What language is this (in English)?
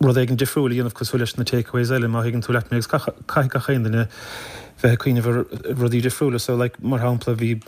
Irish